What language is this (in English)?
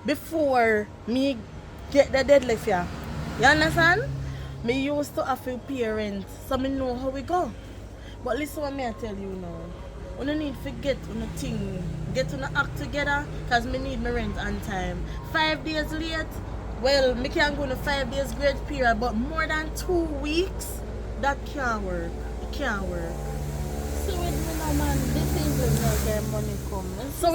Jamaican Creole English